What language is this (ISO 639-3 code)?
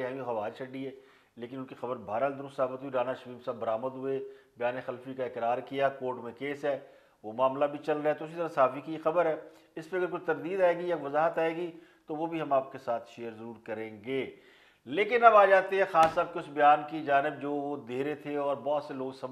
urd